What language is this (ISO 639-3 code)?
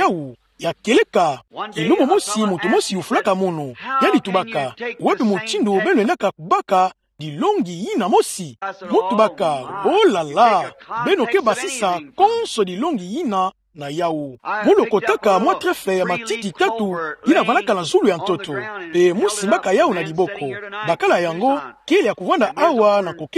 ktu